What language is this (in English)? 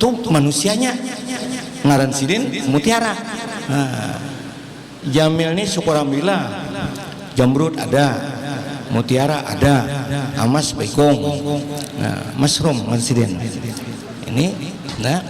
Banjar